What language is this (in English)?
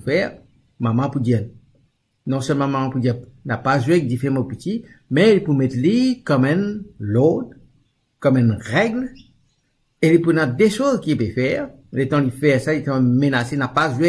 Morisyen